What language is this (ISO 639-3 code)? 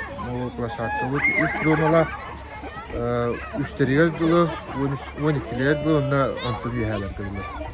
sah